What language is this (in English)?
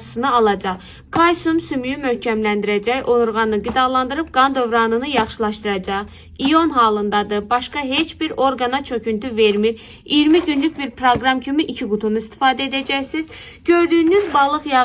Azerbaijani